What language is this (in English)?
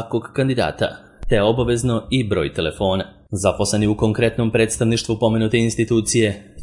Serbian